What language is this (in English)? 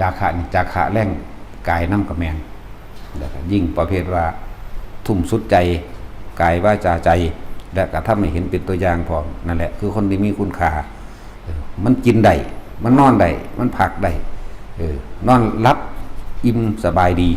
Lao